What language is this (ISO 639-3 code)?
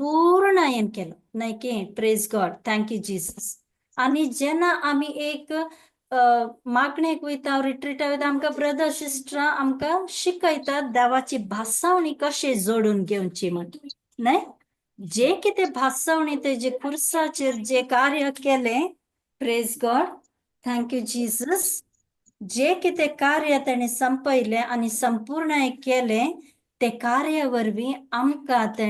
kok